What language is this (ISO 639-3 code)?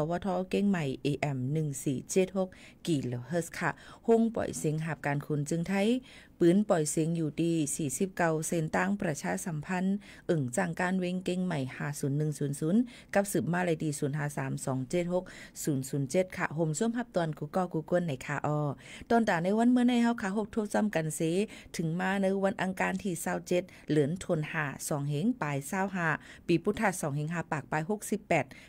shn